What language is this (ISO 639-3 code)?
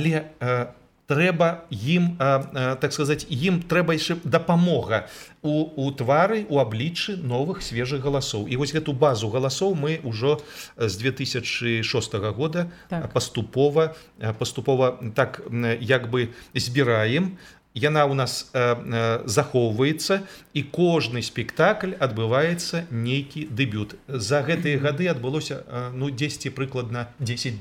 bel